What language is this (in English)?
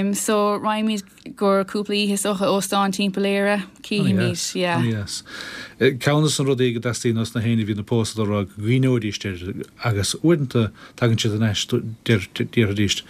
Irish